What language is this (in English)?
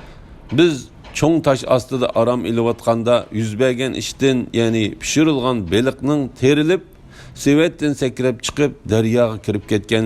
Uyghur